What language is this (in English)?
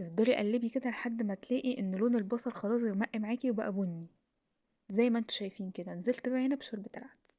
Egyptian Arabic